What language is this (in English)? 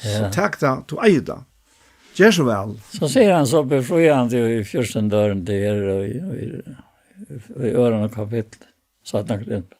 Faroese